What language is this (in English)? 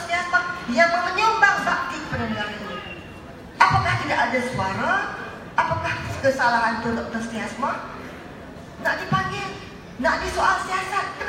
Malay